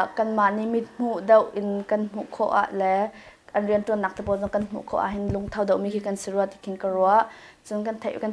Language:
Hakha Chin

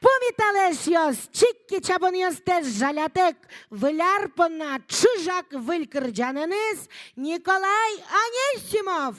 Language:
Udmurt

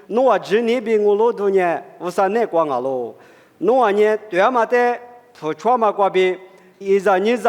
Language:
Lisu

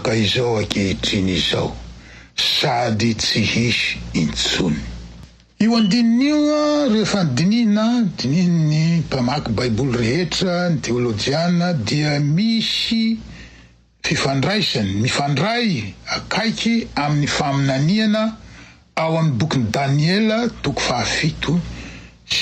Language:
Malagasy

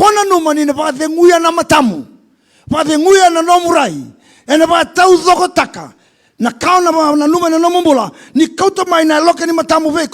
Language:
Fijian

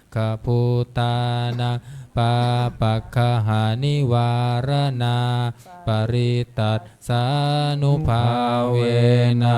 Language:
Pali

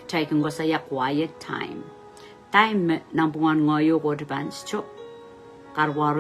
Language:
Pohnpeian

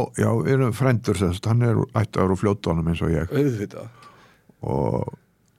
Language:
Icelandic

